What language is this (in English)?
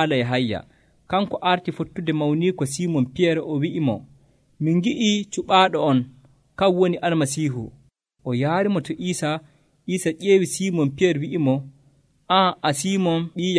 Nigerian Fulfulde